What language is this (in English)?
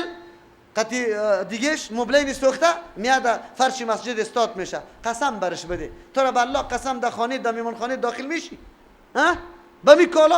Persian